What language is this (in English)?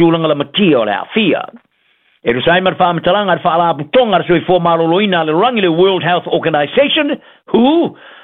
Samoan